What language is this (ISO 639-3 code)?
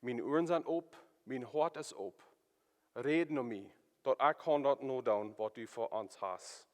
pdt